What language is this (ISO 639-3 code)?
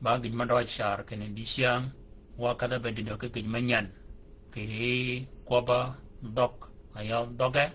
shk